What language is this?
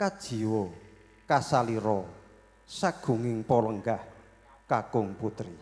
Javanese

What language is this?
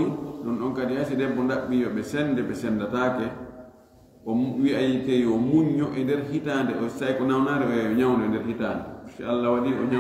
Fula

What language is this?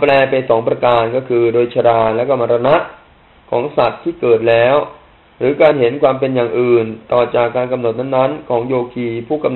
Thai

